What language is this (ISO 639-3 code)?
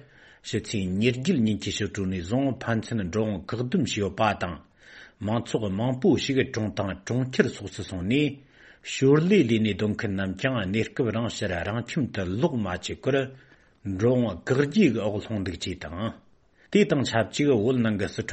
bod